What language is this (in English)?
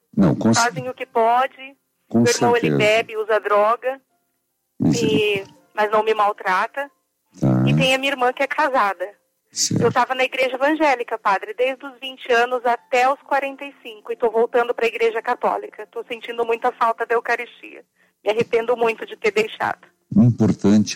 Portuguese